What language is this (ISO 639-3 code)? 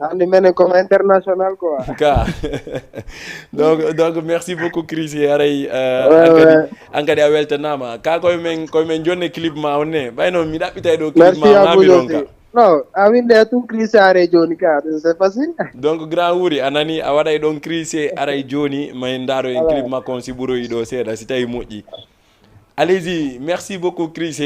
ful